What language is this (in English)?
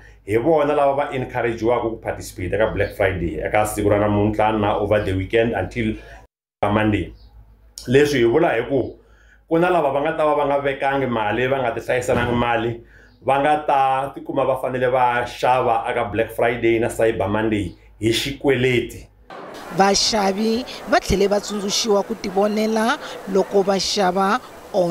Tsonga